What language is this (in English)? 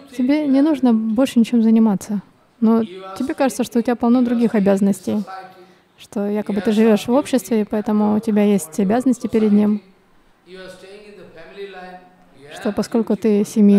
Russian